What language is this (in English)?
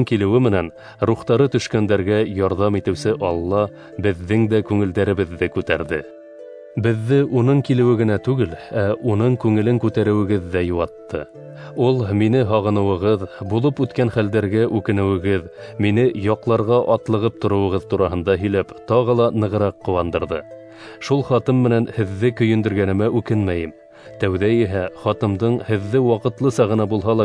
Bashkir